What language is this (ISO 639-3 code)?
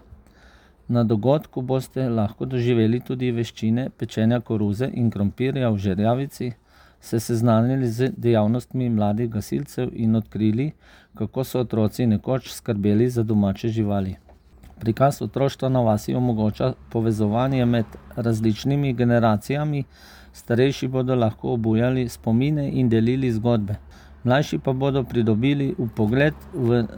slv